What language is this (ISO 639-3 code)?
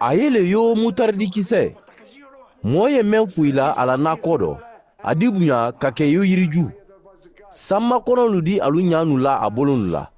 man